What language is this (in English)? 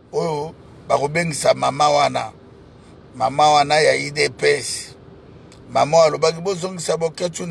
Lingala